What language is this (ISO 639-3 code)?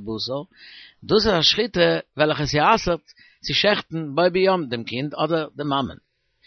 yid